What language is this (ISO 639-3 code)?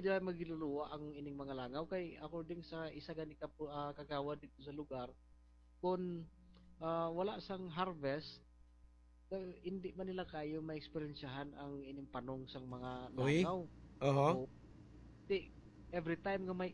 hil